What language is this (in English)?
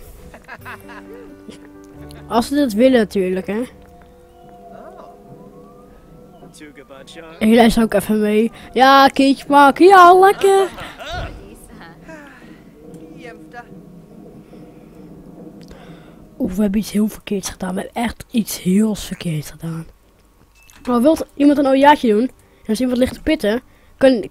Dutch